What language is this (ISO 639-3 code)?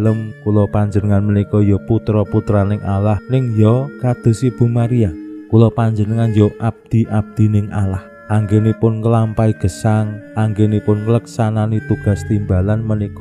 jav